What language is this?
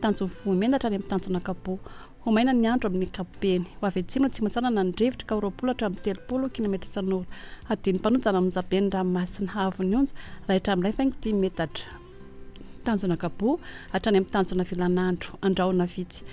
Malagasy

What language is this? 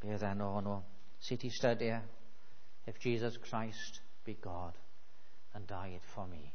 Welsh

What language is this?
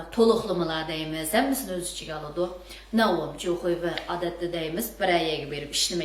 Uyghur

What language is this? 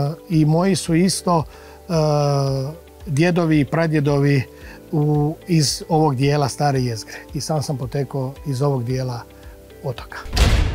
Croatian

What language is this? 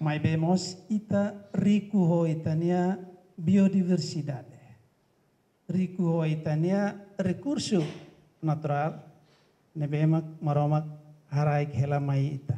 Tetum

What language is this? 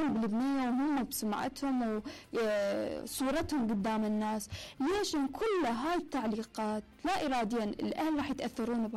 Mesopotamian Arabic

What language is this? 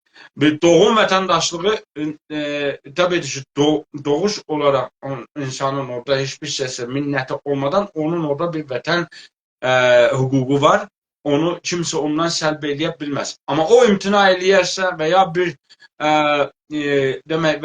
South Azerbaijani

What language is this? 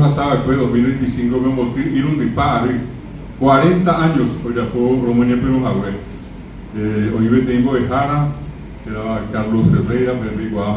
Guarani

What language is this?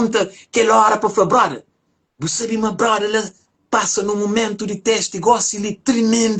Kabuverdianu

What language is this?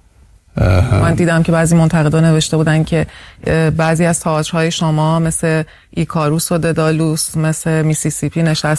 Persian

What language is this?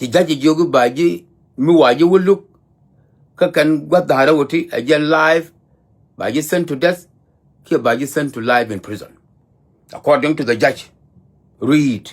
Nuer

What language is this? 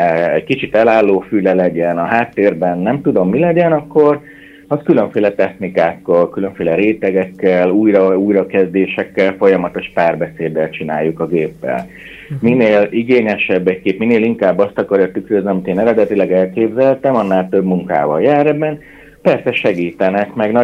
Hungarian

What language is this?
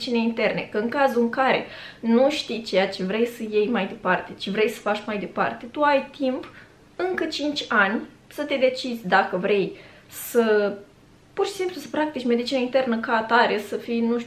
Romanian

